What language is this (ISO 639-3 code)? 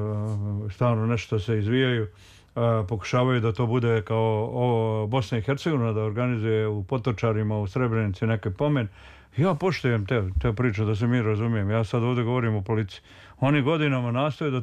srp